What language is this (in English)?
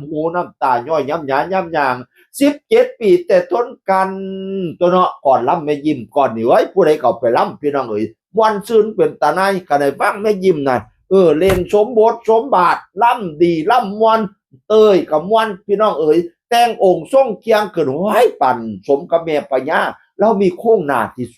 Northeastern Thai